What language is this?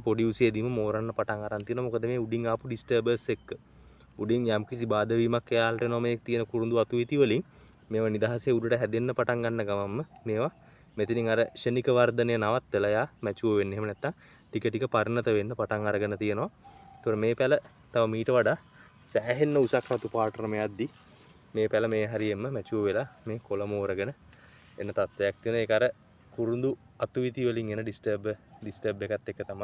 Sinhala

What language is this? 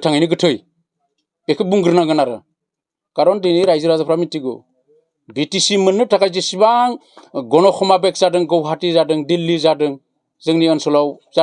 Bodo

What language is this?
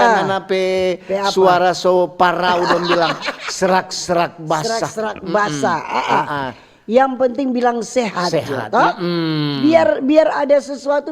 Manado Malay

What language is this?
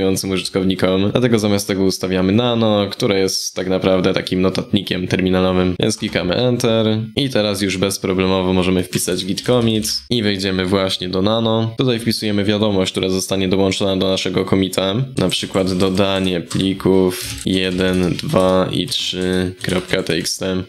Polish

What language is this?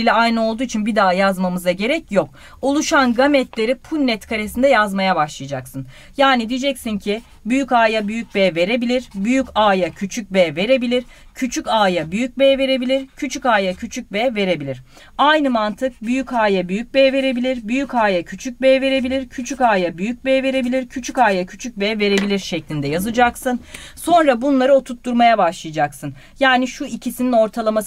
Turkish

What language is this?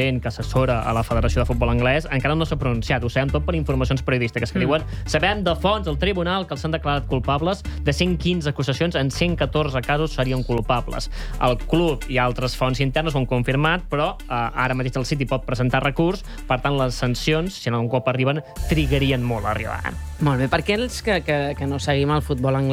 Catalan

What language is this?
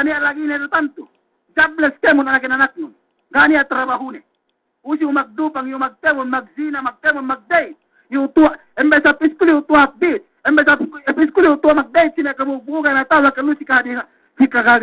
Yakan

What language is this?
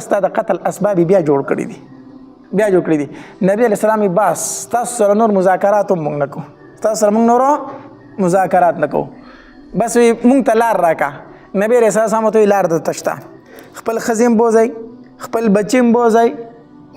Pashto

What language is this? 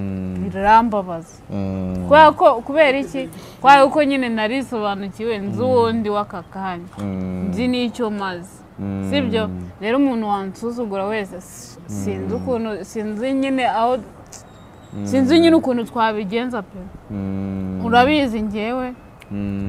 Kinyarwanda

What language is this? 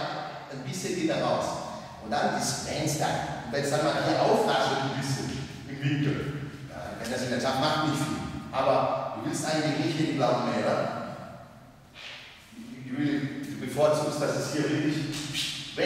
German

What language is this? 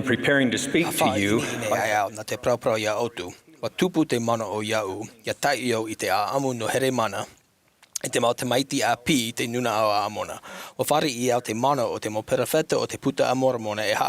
Tahitian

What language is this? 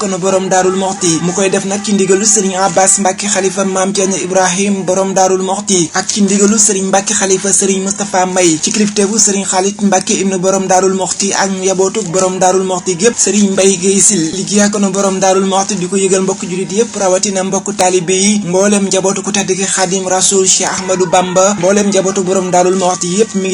Wolof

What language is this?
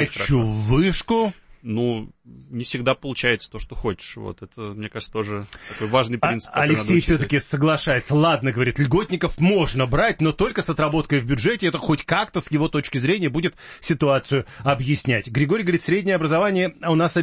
Russian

